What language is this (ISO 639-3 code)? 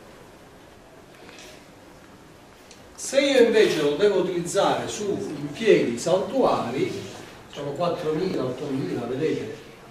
ita